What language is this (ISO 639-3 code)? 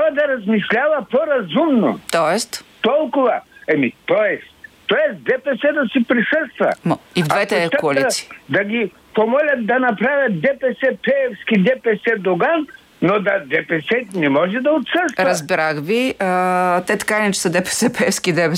bul